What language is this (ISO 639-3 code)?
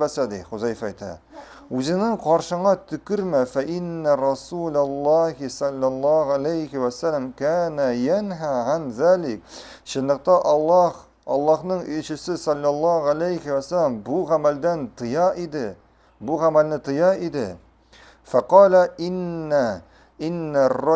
tat